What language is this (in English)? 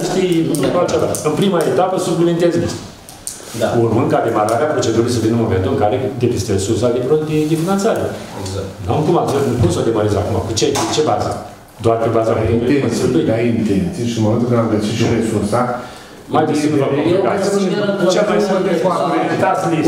Romanian